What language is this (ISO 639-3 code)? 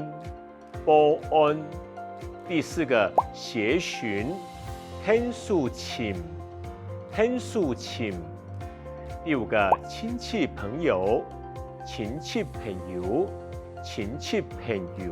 hak